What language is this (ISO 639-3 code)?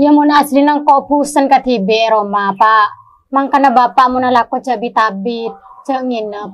mad